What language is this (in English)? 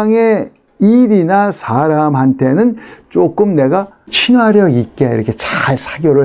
Korean